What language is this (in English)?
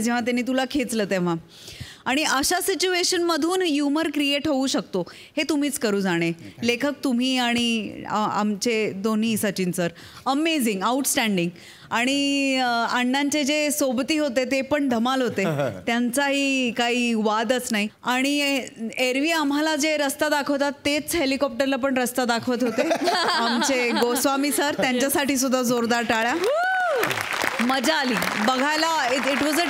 Marathi